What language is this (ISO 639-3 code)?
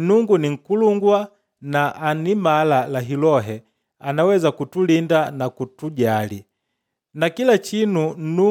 kde